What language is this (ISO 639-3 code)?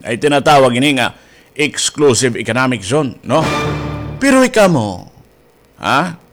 war